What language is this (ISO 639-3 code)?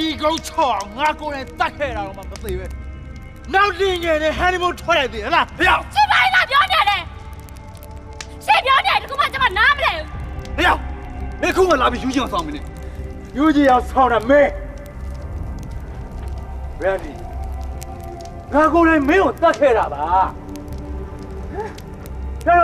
mya